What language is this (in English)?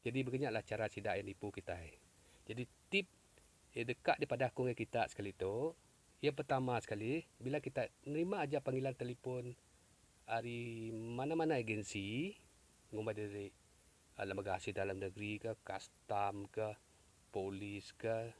Iban